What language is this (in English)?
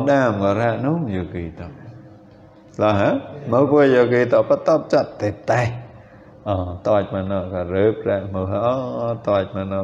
Vietnamese